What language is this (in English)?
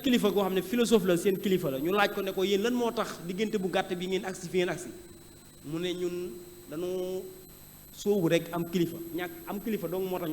Wolof